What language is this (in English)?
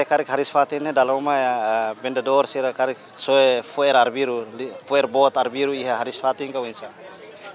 Tetum